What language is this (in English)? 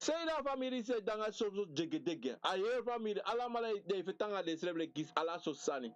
Sranan Tongo